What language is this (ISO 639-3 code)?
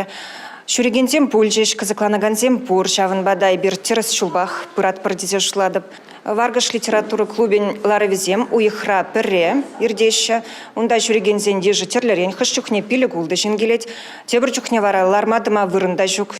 chv